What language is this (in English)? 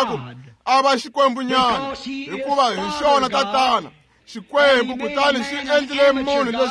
Tsonga